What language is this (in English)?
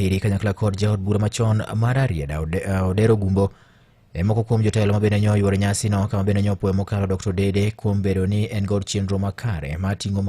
Luo (Kenya and Tanzania)